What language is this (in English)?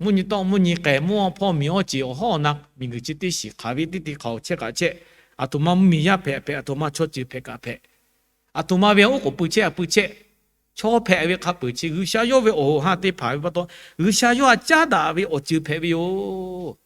Lahu